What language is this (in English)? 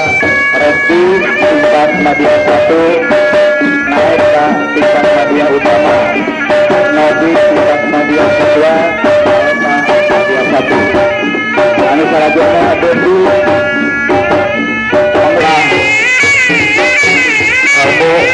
Indonesian